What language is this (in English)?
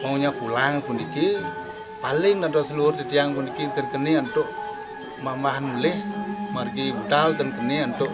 Balinese